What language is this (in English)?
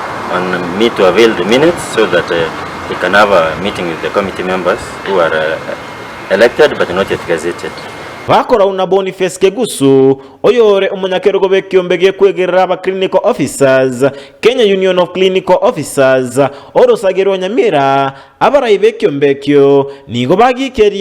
Gusii